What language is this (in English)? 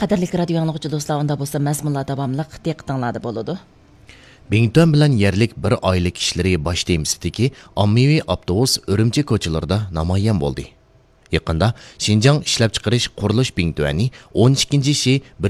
Uyghur